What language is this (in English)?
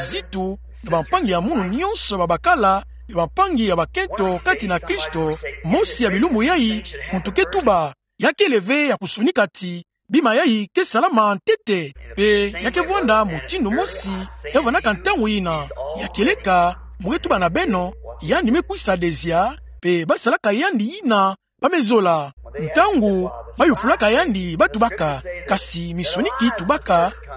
Kituba (Democratic Republic of Congo)